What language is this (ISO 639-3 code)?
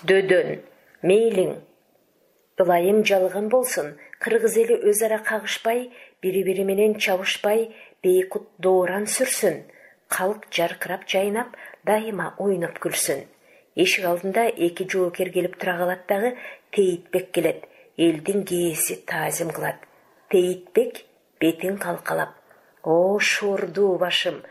kir